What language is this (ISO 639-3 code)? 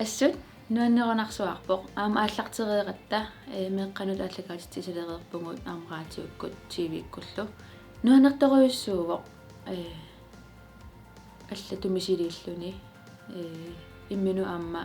kal